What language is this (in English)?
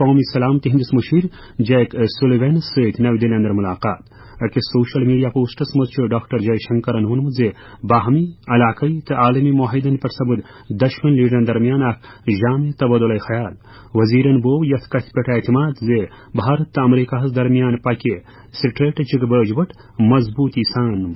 Kashmiri